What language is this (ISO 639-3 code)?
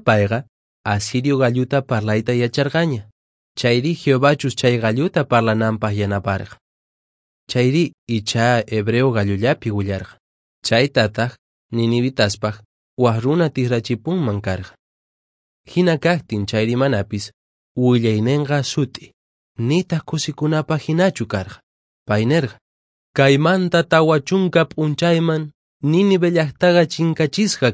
que